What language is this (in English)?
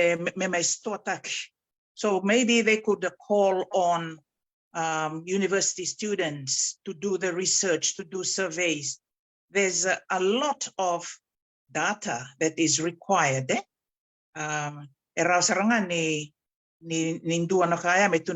Fijian